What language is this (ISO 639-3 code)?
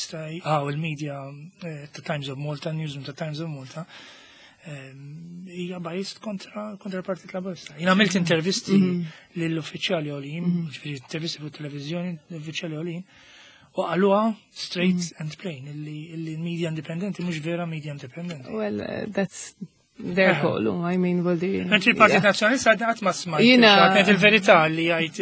mlt